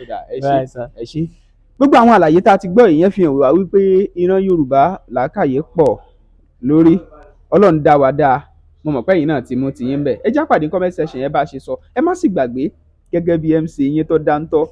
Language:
Yoruba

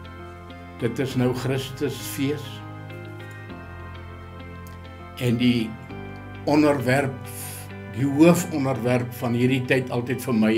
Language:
Afrikaans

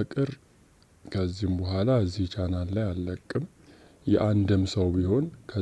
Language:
Amharic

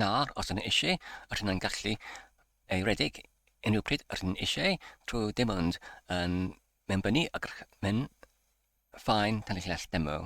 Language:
Welsh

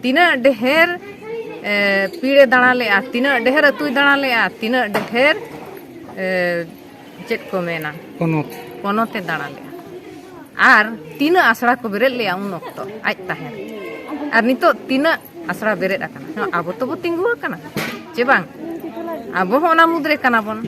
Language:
Santali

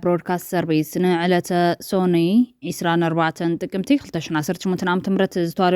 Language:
Tigrinya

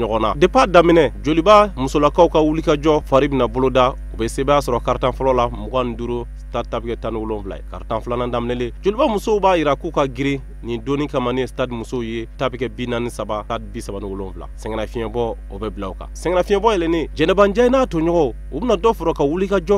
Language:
Bambara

